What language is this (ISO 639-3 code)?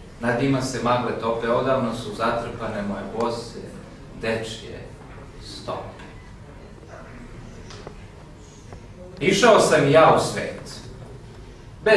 srp